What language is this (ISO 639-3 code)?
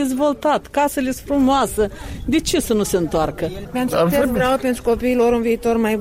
ron